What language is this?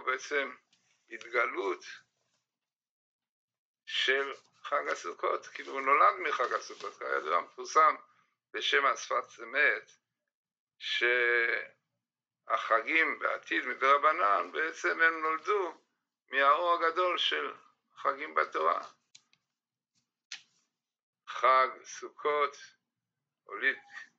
Hebrew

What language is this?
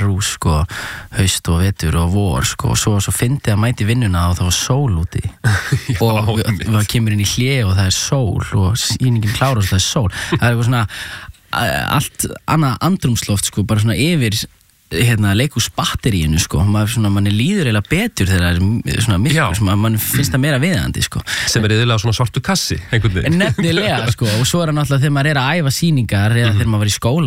Icelandic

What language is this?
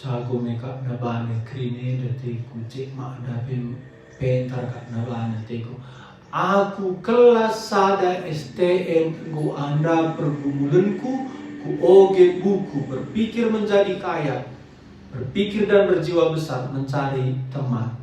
Batak Karo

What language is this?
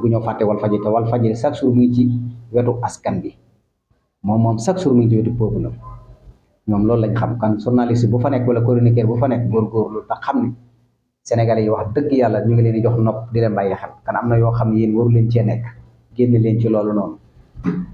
Wolof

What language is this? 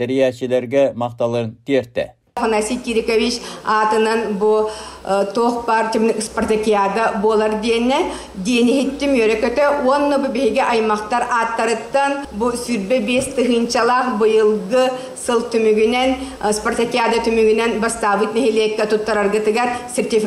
Yakut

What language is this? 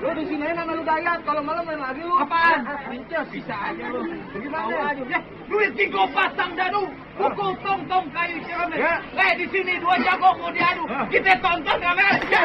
Betawi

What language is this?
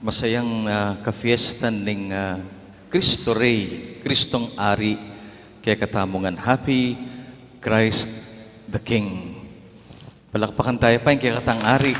Pampanga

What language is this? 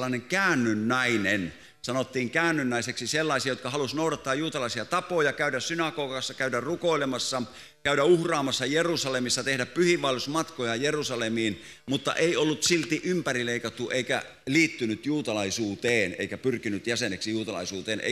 Finnish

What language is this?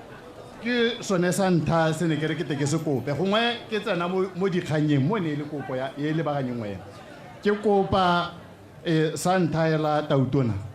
Tswana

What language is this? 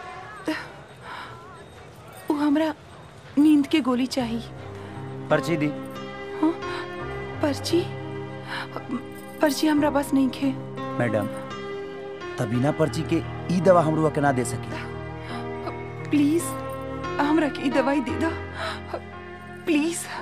Bhojpuri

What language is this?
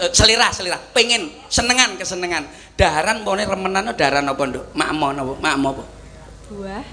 Javanese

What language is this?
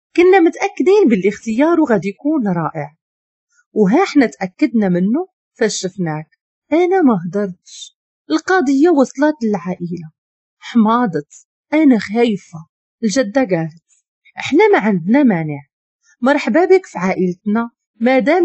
Moroccan Arabic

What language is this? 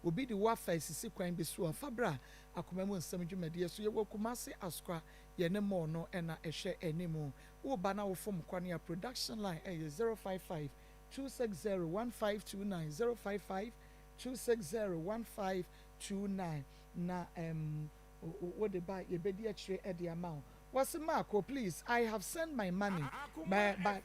Akan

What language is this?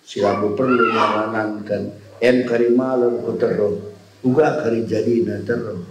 Batak Karo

